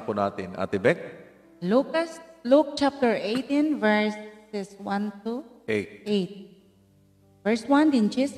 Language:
Waray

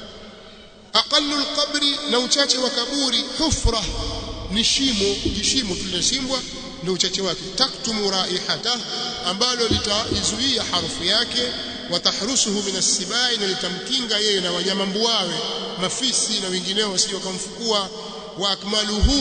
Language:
Swahili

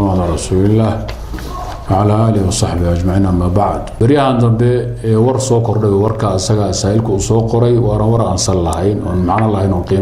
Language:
Somali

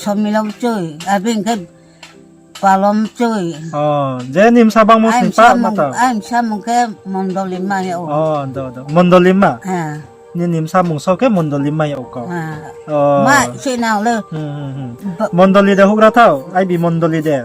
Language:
Riang (India)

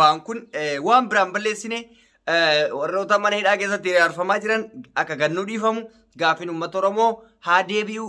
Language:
Oromo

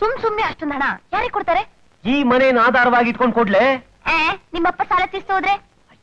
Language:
Kannada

